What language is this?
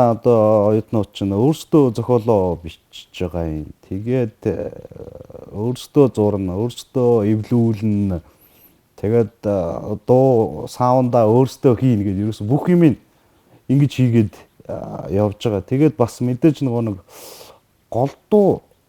Mongolian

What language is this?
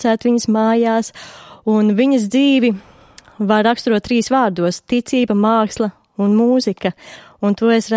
Latvian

